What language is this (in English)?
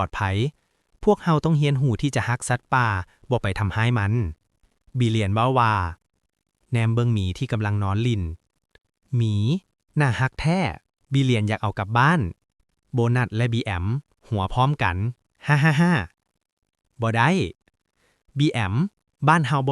Lao